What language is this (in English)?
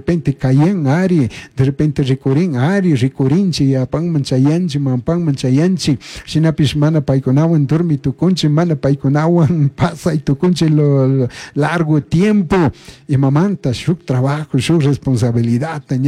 Chimborazo Highland Quichua